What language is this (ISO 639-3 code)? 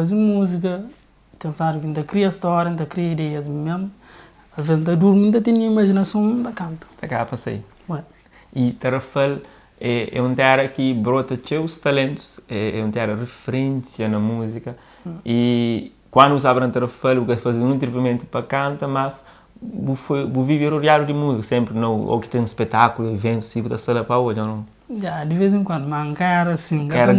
kea